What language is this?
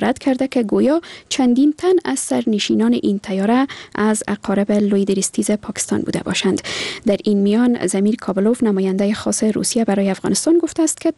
Persian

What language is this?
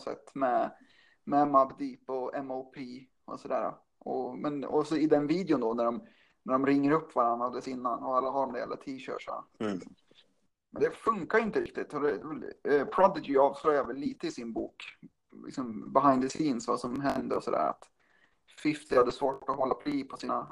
Swedish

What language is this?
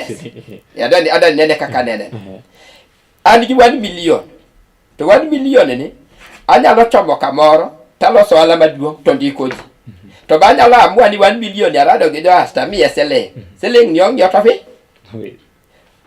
Luo (Kenya and Tanzania)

